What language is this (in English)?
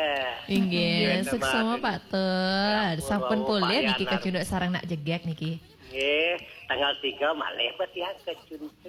Balinese